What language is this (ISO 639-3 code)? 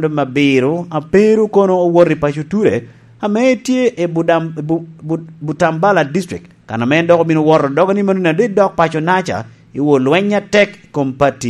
laj